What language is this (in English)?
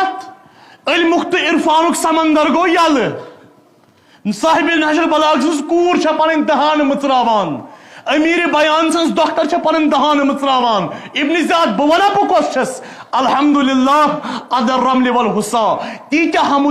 Kashmiri